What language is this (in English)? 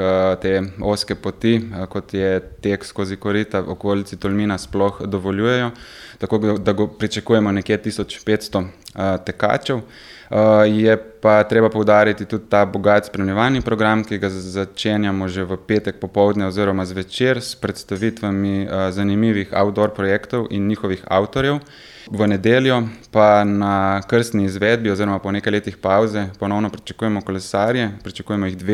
Slovenian